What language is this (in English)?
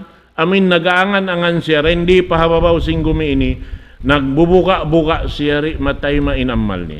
Tausug